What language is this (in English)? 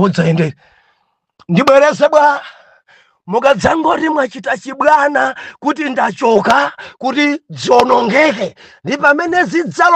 Nyanja